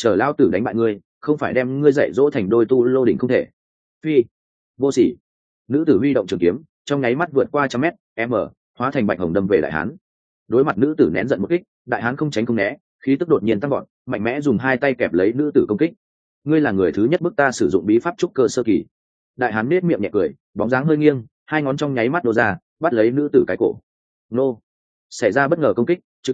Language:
Vietnamese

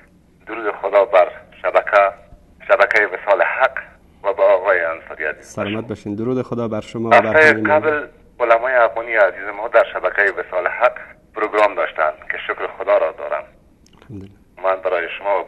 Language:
Persian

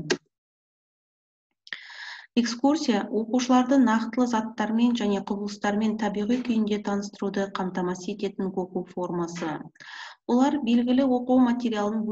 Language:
Kazakh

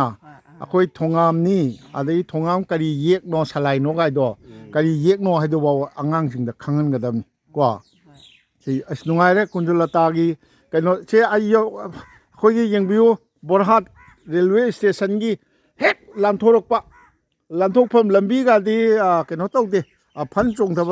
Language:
Manipuri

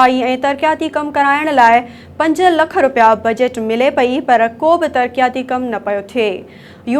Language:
Sindhi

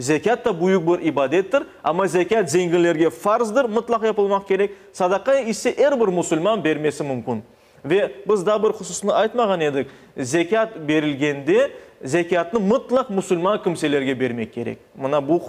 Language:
Crimean Tatar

